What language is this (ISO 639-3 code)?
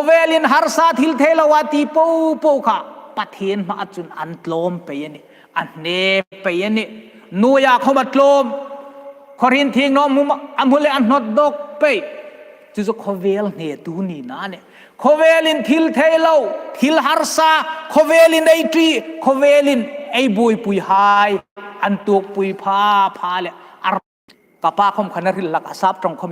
hmr